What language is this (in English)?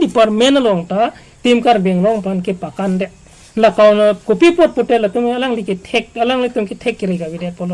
Karbi